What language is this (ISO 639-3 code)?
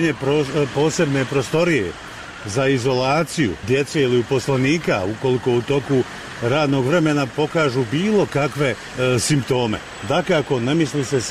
bos